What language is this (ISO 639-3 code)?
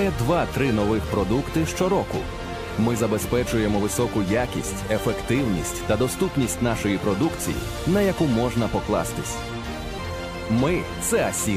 ukr